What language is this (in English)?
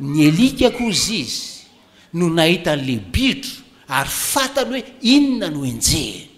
Malagasy